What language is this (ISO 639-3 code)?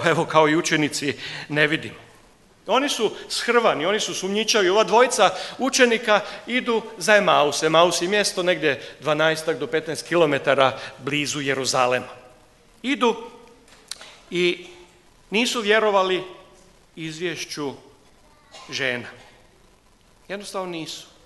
hrv